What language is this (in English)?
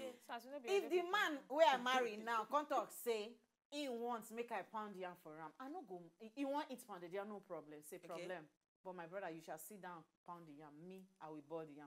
Nigerian Pidgin